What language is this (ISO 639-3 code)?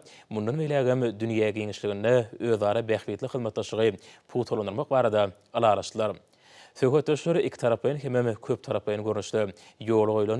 tuk